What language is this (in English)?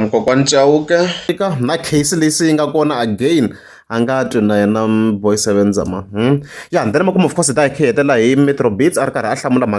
Tsonga